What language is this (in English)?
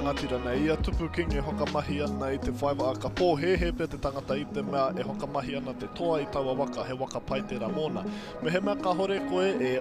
Māori